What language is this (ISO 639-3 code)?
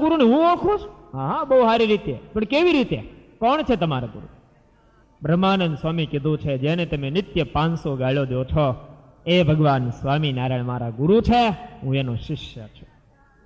guj